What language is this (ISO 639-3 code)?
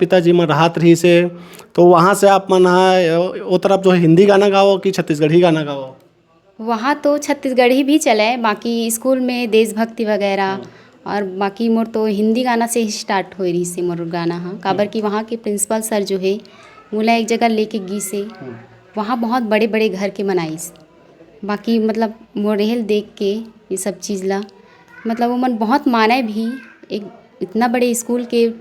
hne